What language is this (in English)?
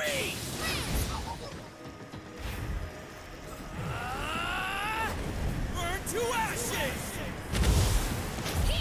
Indonesian